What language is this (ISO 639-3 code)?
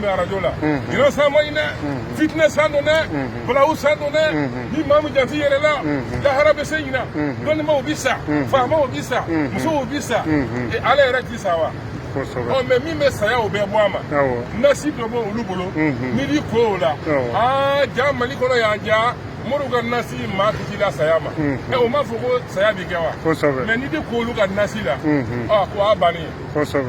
bam